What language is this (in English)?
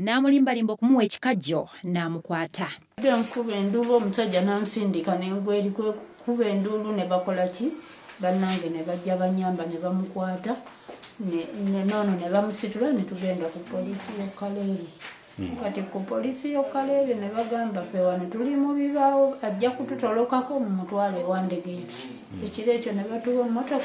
Ganda